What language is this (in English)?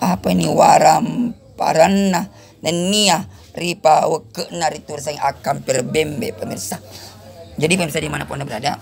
Buginese